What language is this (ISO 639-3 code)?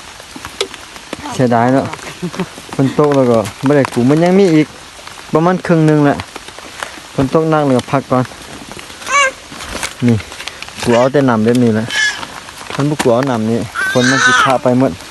lao